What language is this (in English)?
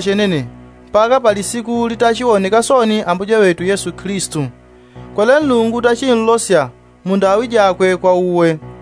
Yao